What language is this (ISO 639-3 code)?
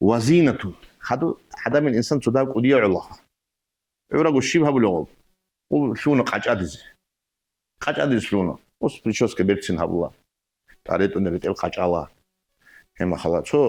ava